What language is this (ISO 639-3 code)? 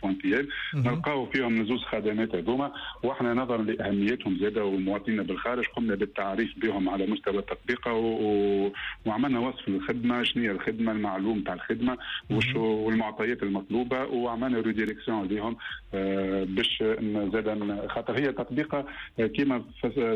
aeb